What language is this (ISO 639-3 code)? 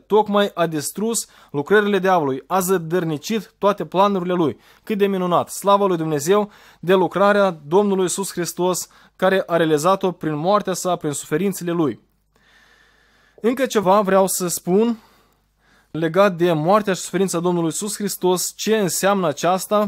ron